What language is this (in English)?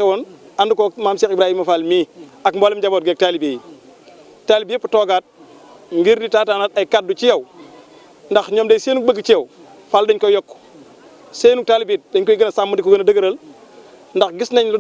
Wolof